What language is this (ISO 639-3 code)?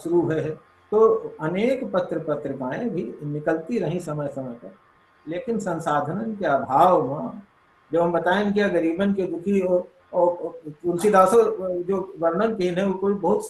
awa